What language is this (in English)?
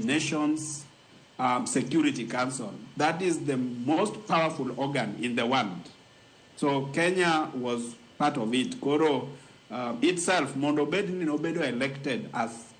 Luo (Kenya and Tanzania)